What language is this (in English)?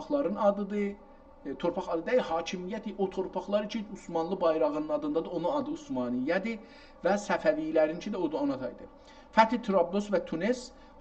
South Azerbaijani